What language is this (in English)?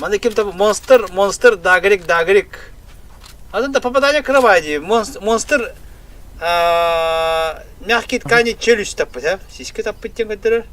Yakut